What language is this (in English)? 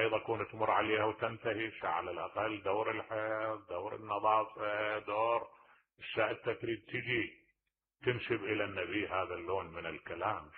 Mesopotamian Arabic